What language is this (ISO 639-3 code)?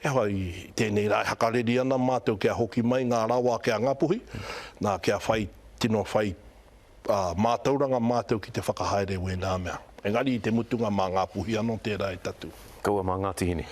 mri